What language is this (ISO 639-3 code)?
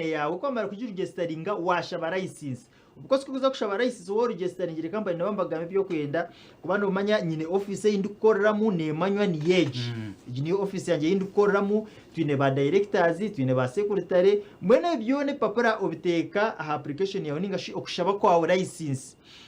nyn